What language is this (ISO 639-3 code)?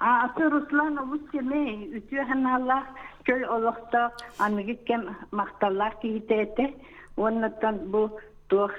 sah